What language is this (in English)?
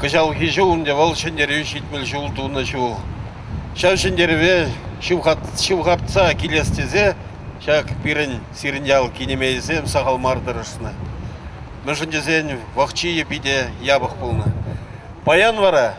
Chuvash